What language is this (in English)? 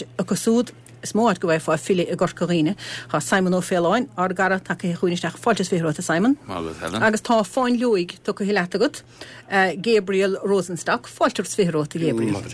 Irish